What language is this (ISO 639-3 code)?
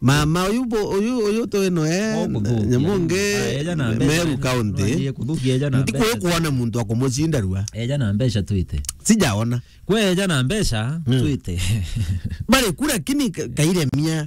mer